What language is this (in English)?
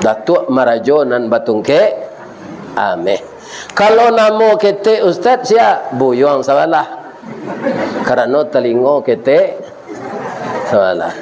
Minangkabau